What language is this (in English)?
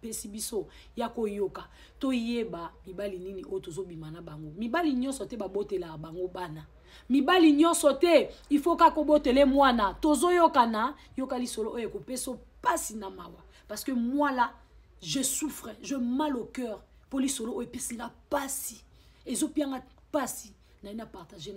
Lingala